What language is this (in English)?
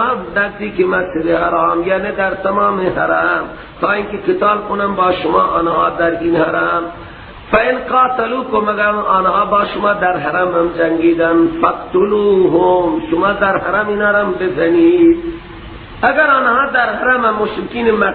Persian